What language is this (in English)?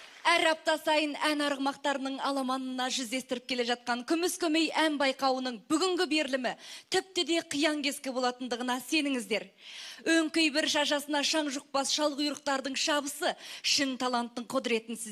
Kazakh